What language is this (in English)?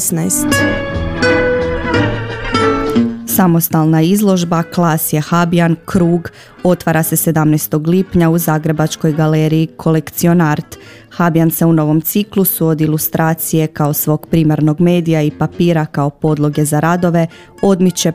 Croatian